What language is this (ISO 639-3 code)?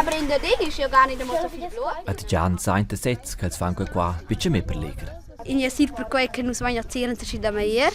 roh